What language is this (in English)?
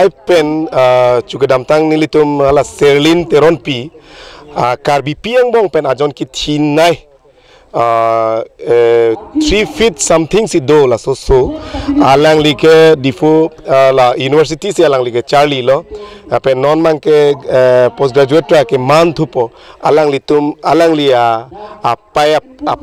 Karbi